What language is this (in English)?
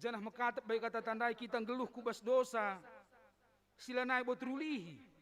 Batak Karo